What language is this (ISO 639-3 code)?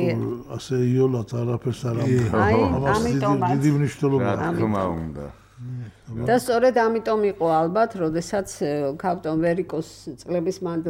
kat